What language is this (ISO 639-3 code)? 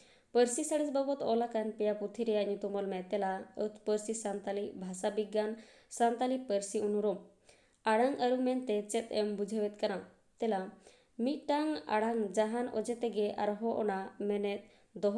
sat